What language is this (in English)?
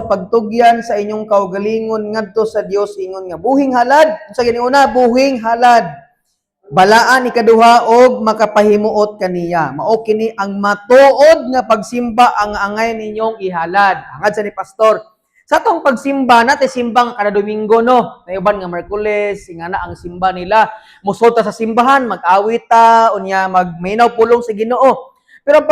Cebuano